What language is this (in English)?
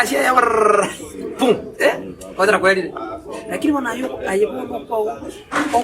Gusii